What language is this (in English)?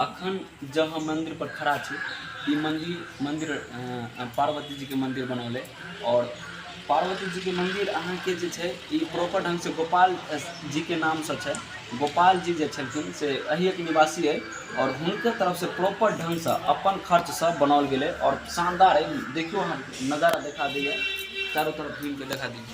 Maithili